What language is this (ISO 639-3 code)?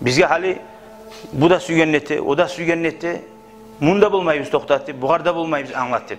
kum